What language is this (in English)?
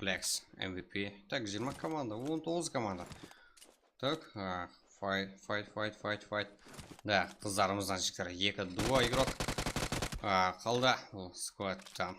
Kara-Kalpak